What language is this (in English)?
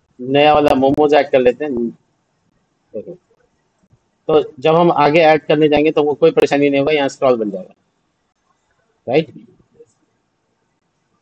Hindi